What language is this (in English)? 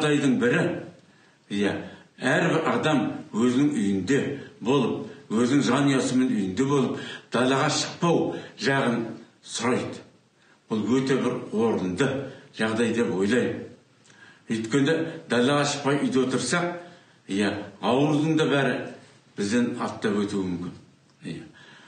Kazakh